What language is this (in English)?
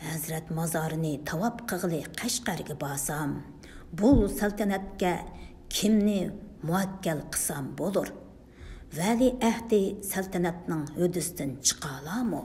Uyghur